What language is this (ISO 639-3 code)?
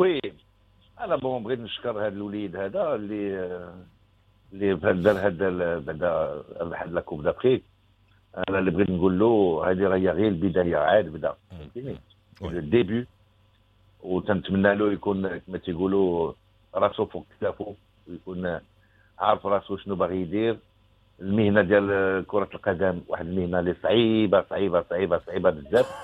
ary